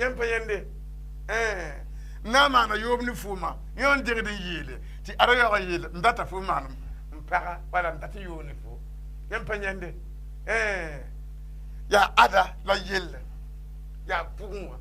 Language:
Mossi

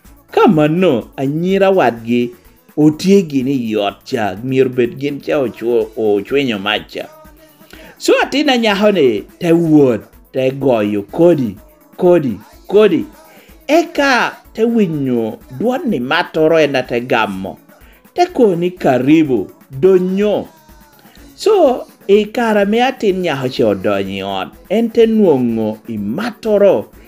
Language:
Lango (Uganda)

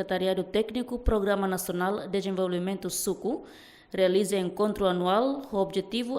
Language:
Tetum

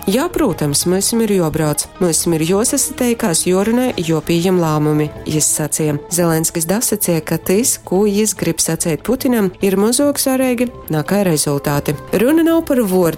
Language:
Latgalian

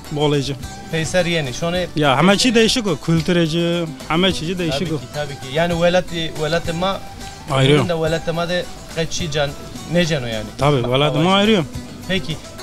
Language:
Zaza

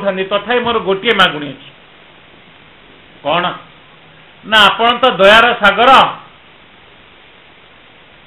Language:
Odia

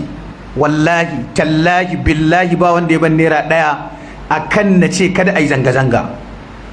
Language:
Hausa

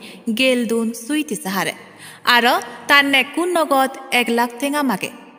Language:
Chakma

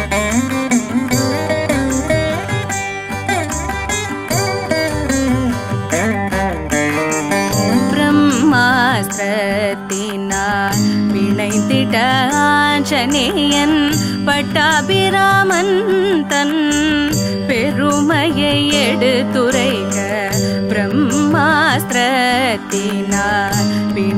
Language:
Tamil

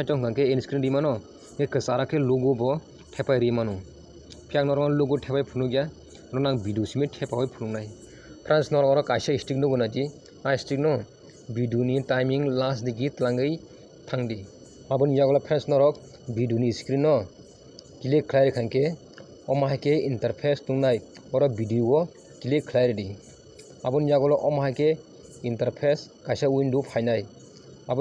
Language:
Kok Borok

